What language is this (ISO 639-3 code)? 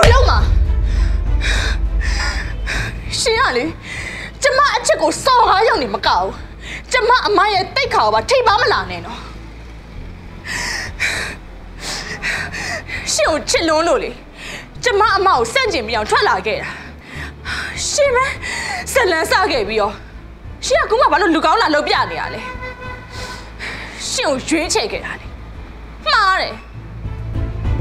mya